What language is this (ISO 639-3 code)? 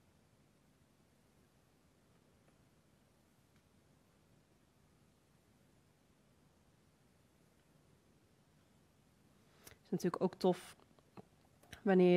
nld